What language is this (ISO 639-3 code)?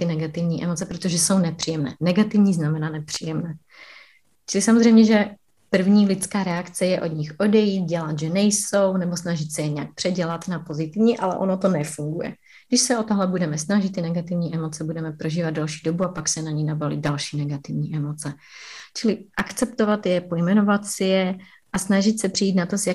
ces